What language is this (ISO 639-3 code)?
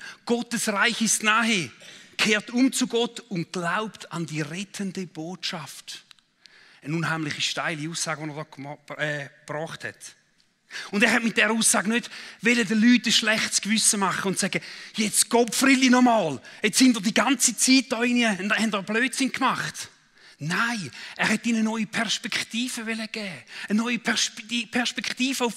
gsw